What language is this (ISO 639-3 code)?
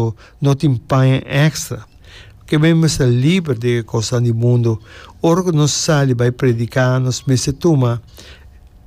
pap